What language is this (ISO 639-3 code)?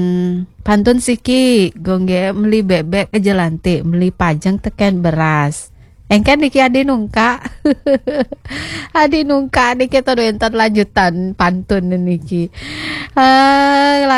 ban